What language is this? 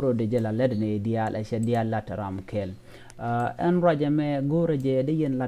Nuer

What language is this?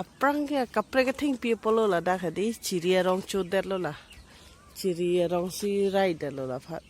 Karbi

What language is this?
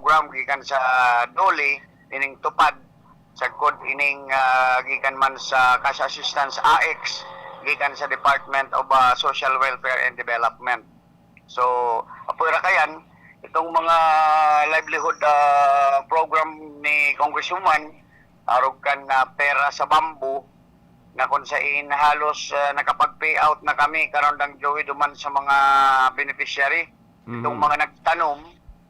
Bikol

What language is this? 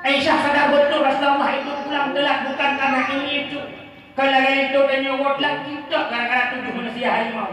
Achinese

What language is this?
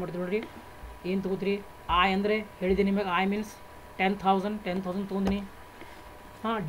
Kannada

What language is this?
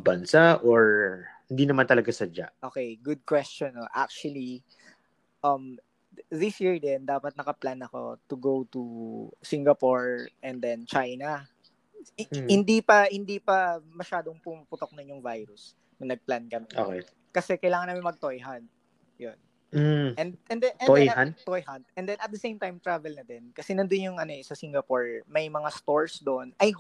Filipino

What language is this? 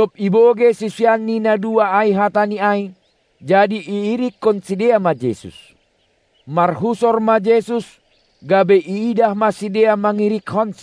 Batak Simalungun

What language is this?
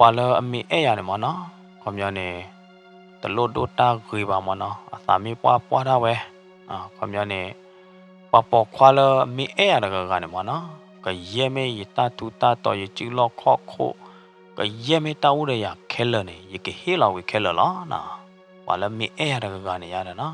S'gaw Karen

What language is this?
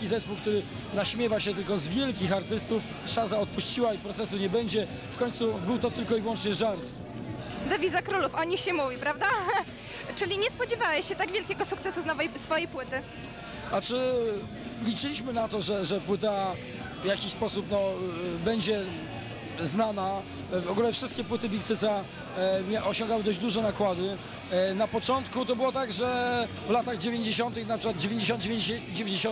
Polish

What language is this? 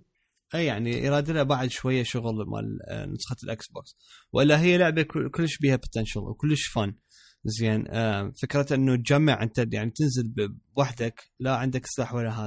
Mesopotamian Arabic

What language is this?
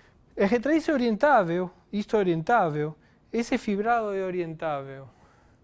Portuguese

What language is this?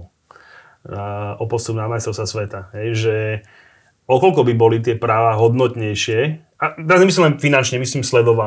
Slovak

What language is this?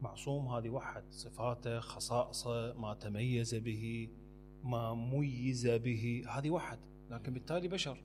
Mesopotamian Arabic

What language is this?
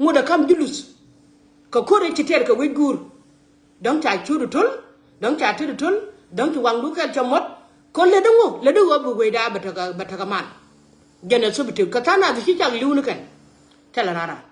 Nuer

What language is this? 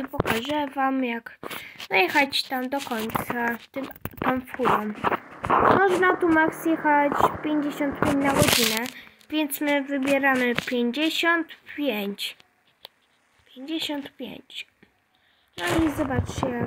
Polish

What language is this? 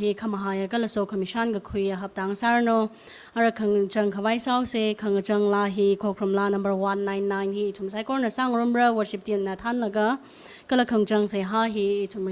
Tangkhul Naga (India)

